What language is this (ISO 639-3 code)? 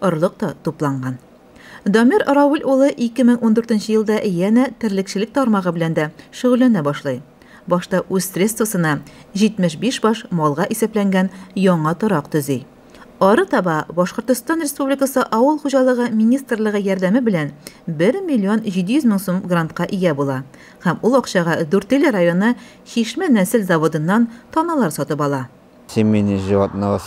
tat